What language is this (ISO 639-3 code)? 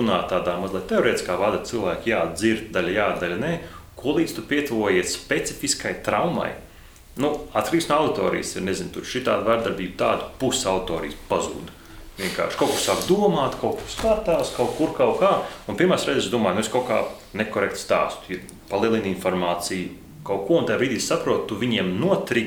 lav